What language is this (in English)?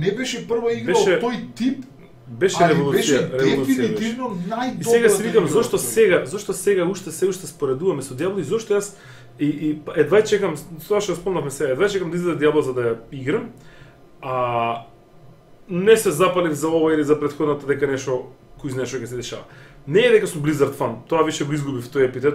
Macedonian